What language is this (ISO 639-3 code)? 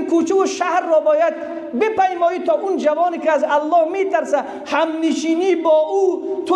fas